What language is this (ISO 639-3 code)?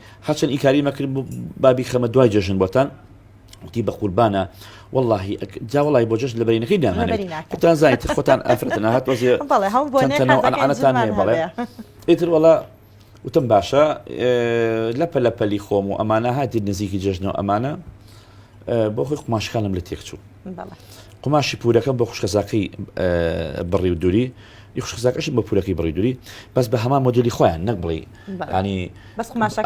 ckb